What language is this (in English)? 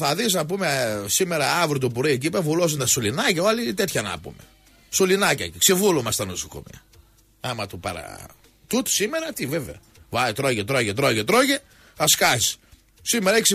Greek